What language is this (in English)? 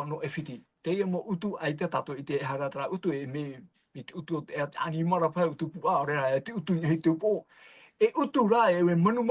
Tahitian